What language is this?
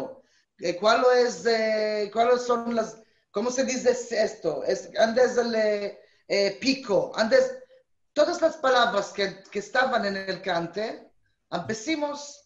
Ladino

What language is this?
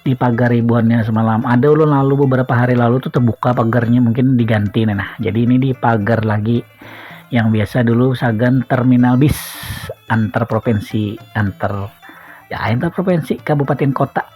Banjar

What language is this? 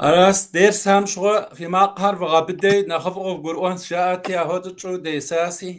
Kabardian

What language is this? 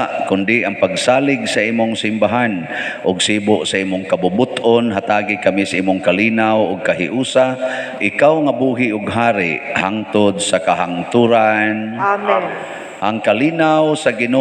Cebuano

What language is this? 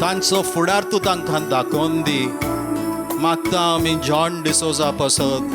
Konkani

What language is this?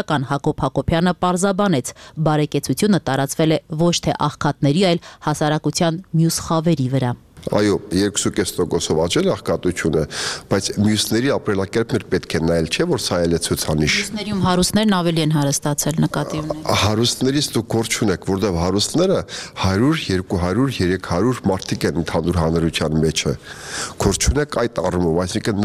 Armenian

